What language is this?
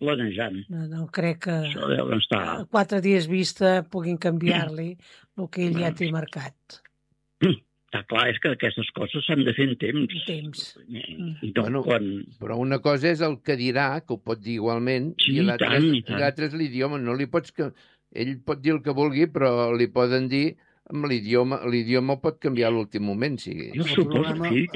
Catalan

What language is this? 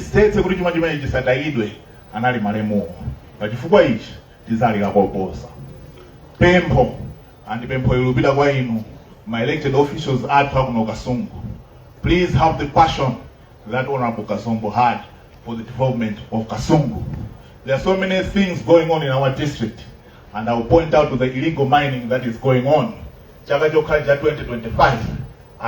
Nyanja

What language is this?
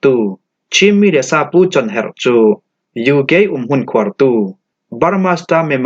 Falam Chin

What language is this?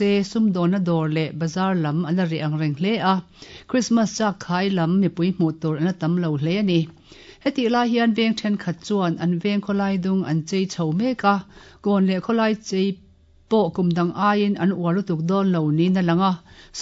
Mizo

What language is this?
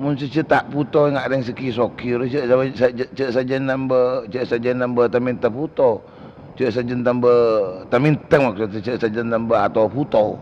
Madurese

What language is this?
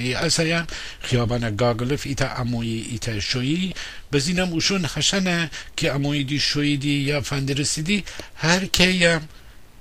Gilaki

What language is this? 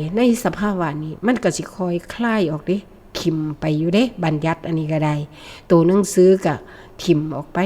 Northeastern Thai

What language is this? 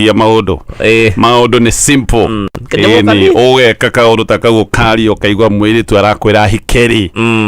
Kikuyu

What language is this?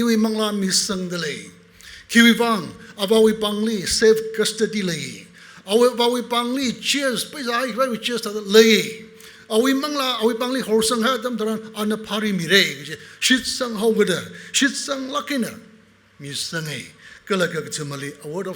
Tangkhul Naga (India)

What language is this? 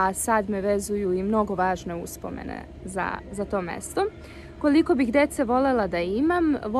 Serbian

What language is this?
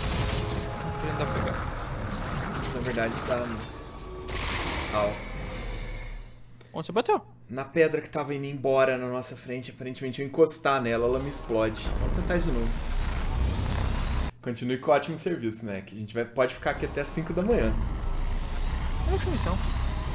Portuguese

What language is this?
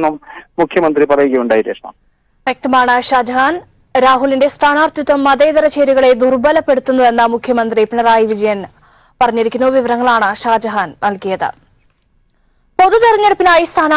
Malayalam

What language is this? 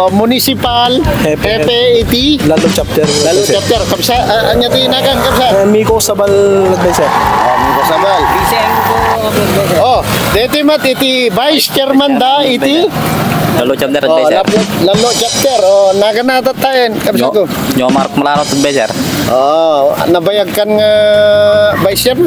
Iloko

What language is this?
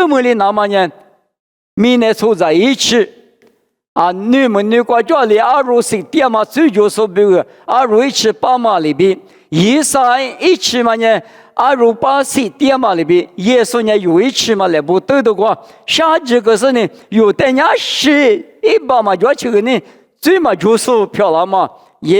Lisu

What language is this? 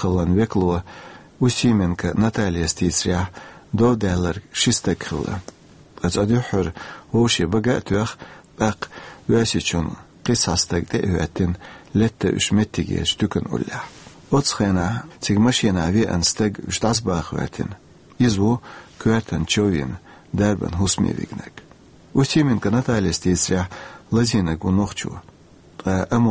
Chechen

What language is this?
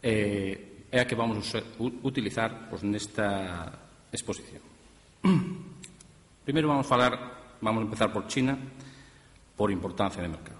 Galician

